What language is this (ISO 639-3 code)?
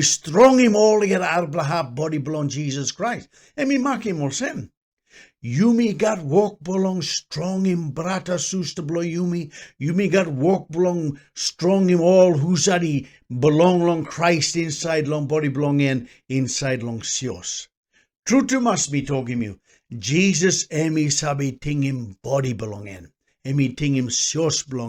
tpi